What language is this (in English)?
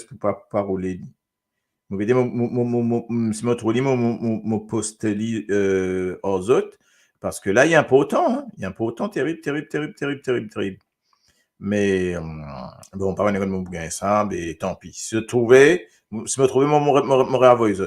Morisyen